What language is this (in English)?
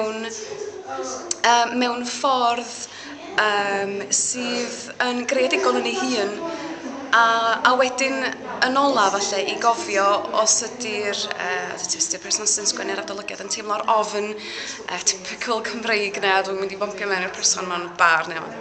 Welsh